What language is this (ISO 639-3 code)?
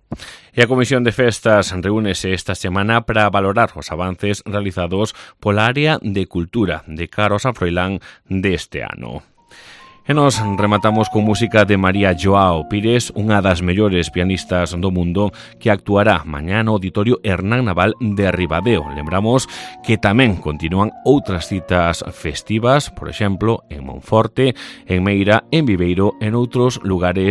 glg